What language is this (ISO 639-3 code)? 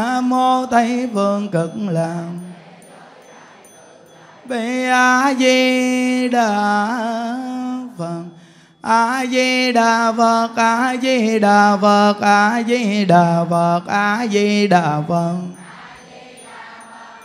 vie